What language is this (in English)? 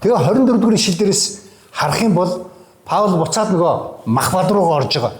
Mongolian